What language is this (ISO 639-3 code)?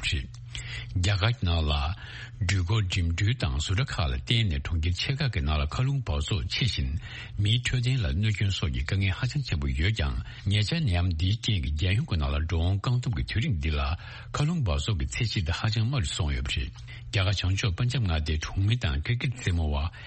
bod